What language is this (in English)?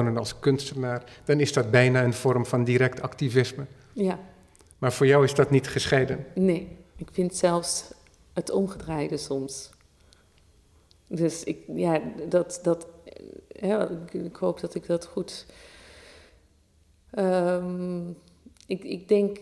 Dutch